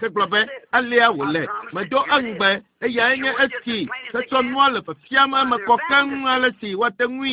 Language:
Ewe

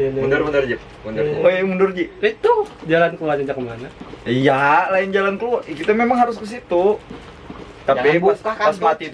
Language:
Banjar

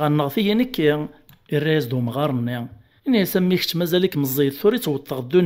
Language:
Kabyle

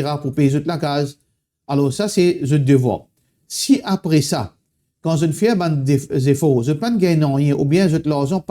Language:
Morisyen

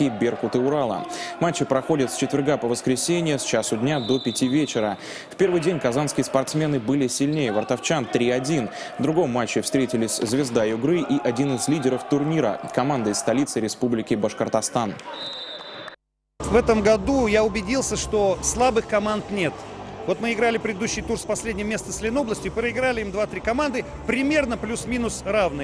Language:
Russian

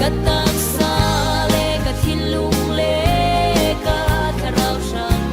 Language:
Falam Chin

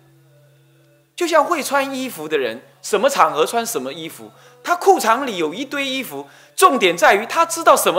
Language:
Chinese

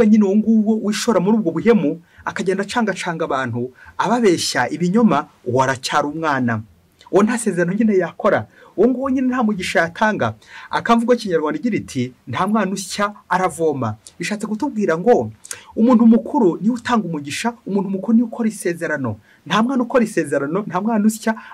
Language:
Kinyarwanda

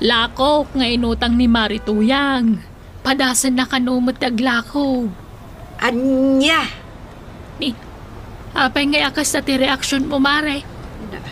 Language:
Iloko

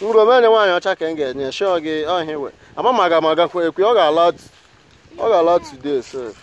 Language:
Igbo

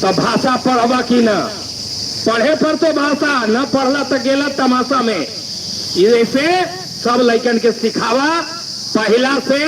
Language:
Magahi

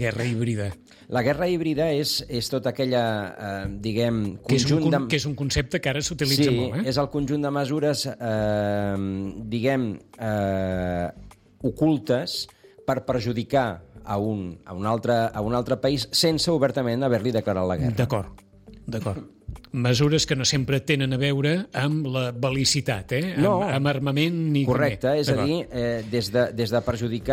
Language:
Catalan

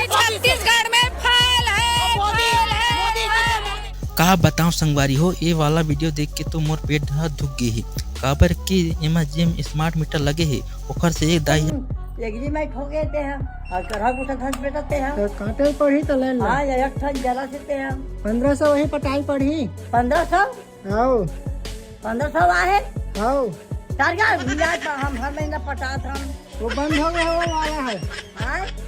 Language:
Chhattisgarhi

